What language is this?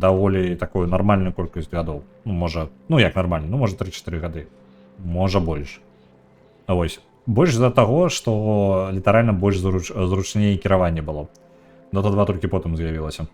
Belarusian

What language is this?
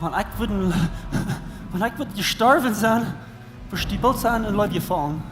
Plautdietsch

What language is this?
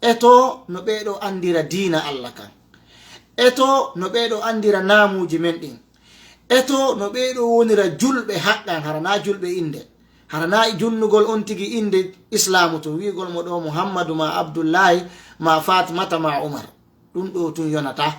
Fula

